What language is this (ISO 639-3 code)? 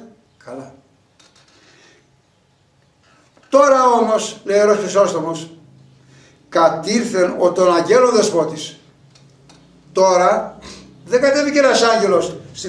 ell